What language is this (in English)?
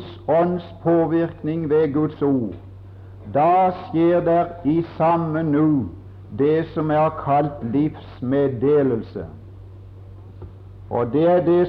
Norwegian